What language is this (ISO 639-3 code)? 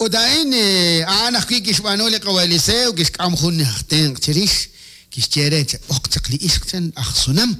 kek